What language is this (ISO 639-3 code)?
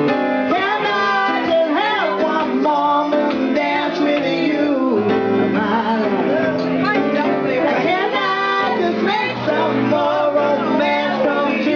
eng